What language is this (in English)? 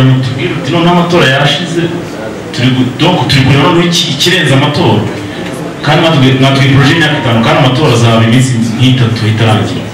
Kinyarwanda